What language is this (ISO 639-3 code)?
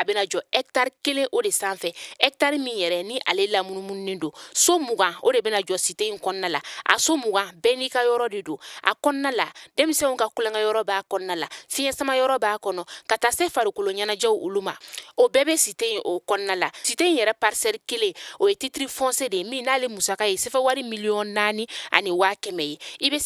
bam